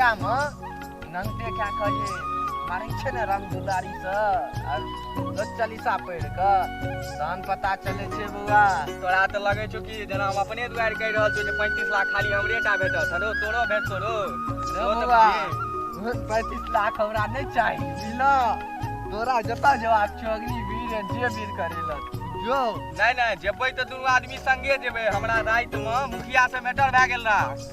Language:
Maithili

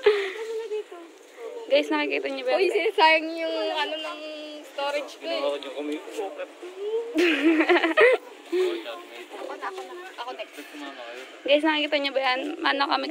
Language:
Filipino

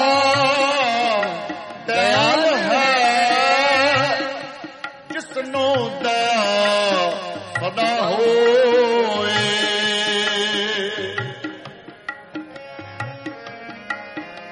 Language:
Punjabi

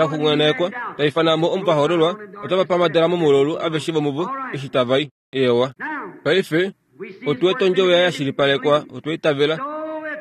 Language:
Kuanyama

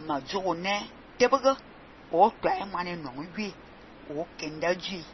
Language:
Fang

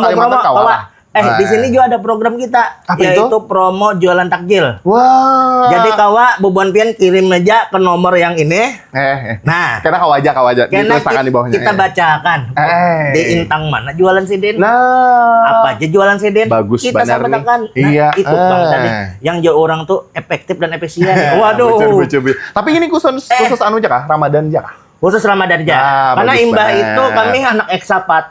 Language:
Banjar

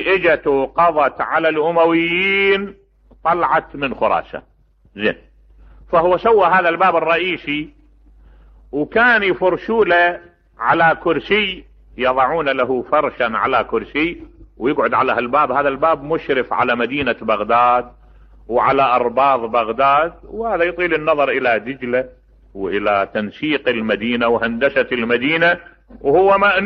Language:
Mesopotamian Arabic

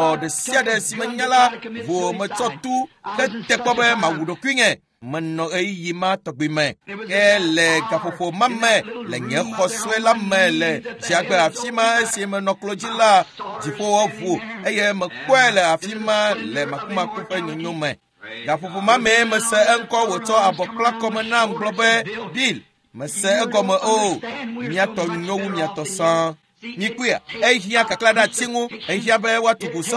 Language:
Ewe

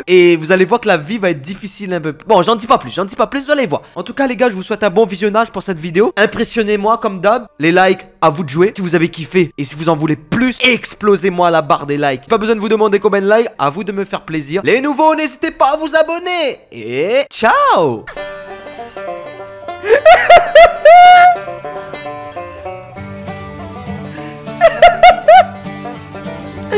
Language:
French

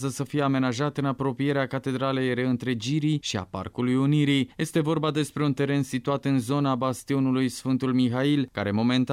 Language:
Romanian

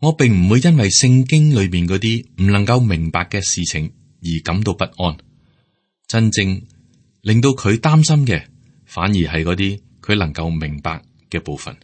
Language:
Cantonese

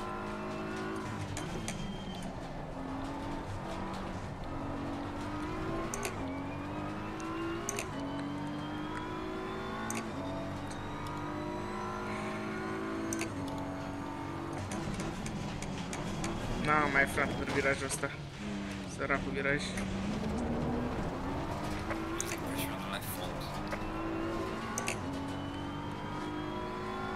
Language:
Romanian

